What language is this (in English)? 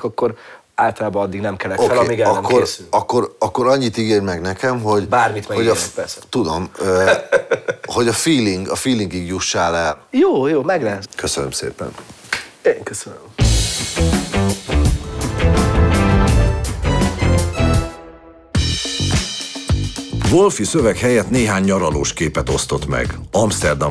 Hungarian